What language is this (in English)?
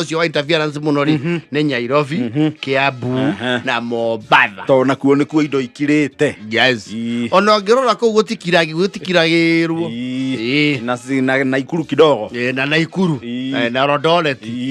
Kikuyu